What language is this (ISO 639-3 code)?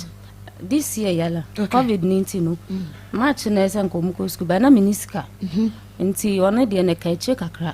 aka